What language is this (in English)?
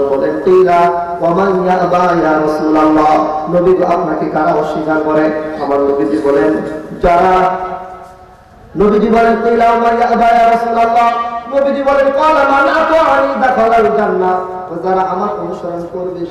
Bangla